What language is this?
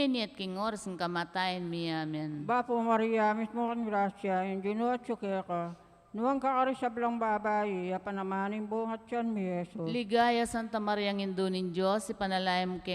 Pampanga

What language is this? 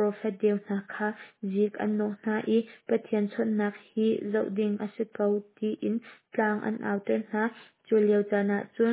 Hakha Chin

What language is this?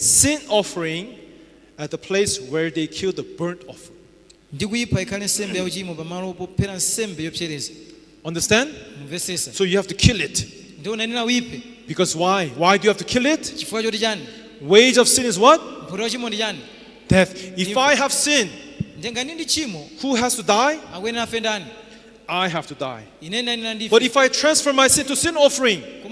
Nyanja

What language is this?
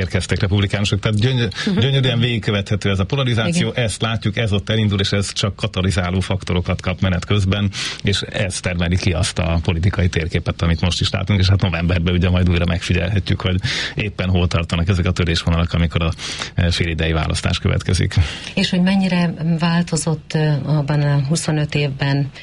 Hungarian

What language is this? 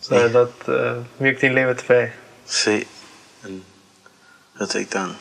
Plautdietsch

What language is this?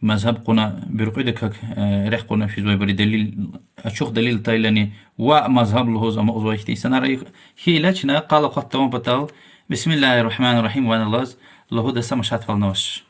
Lezghian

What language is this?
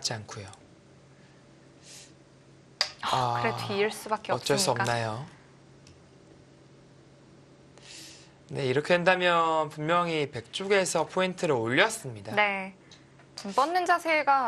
Korean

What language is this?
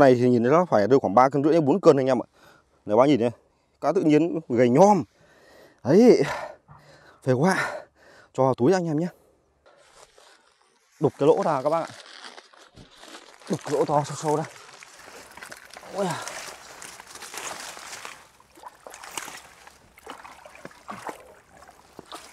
Vietnamese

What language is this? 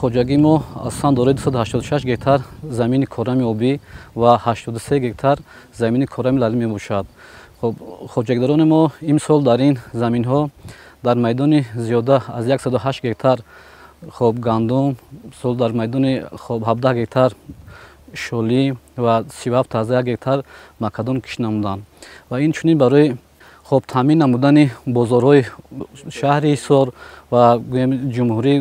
Tajik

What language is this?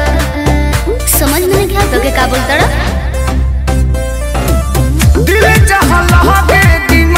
Bhojpuri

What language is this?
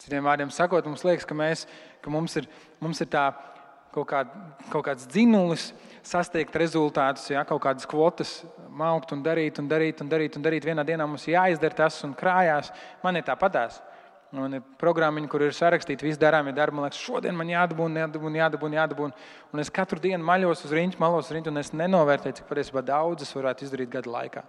Latvian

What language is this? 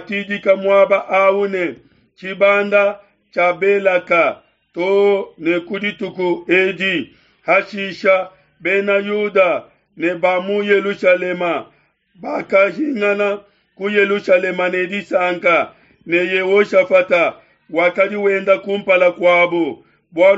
Luba-Lulua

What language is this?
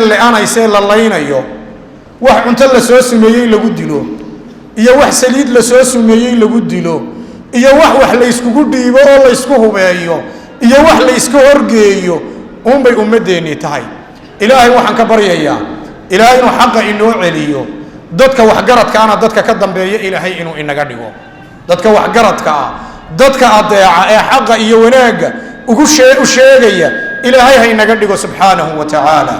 Somali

